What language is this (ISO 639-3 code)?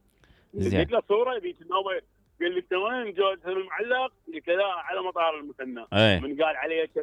acm